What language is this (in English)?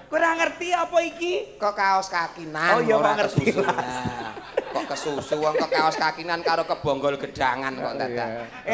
Javanese